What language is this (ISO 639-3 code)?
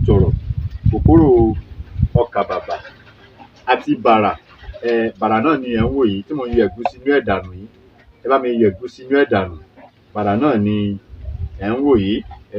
yor